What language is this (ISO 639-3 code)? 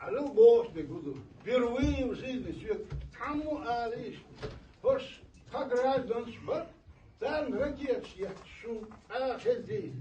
che